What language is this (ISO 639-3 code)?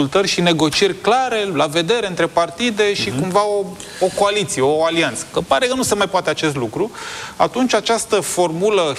ron